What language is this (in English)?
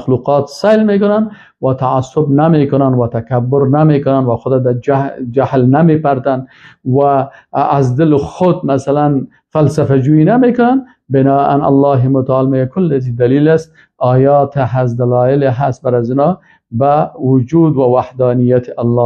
Persian